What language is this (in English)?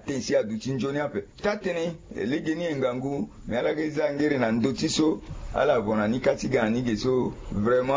Sango